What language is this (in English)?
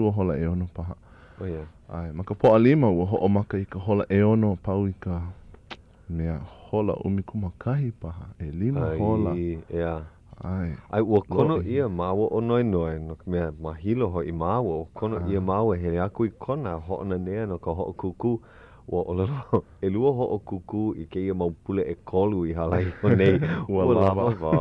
Hawaiian